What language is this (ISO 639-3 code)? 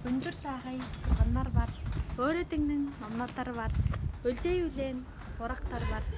tyv